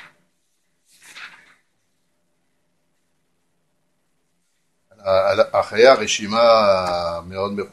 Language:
Hebrew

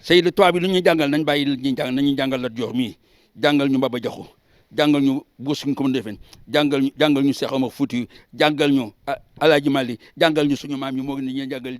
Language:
Wolof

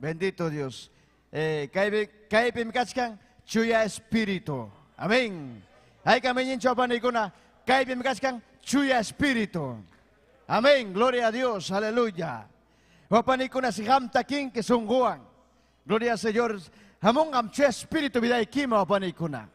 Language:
Ayacucho Quechua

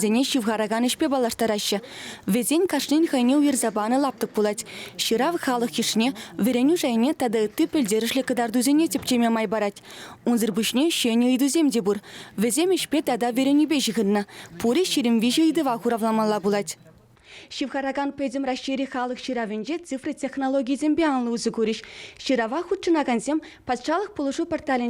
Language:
Chuvash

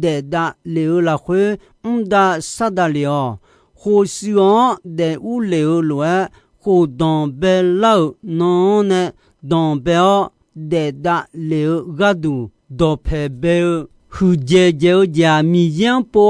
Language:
Akha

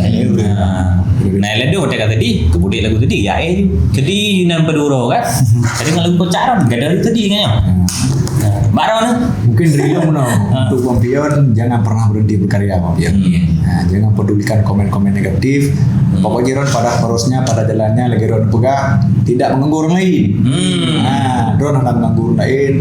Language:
Achinese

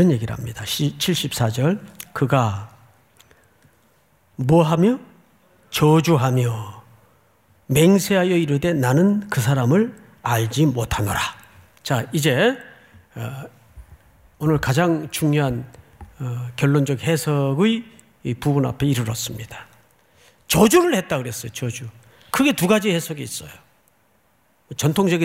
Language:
Korean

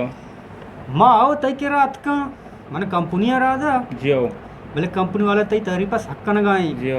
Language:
Baluchi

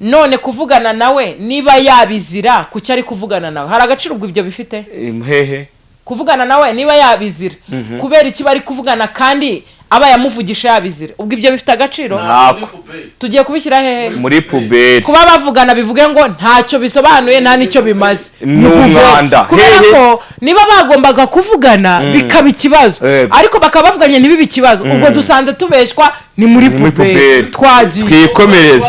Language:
Kinyarwanda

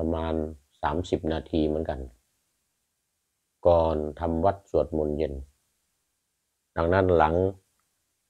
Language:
Thai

